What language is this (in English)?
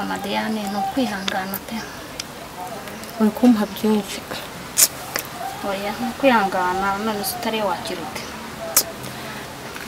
Kinyarwanda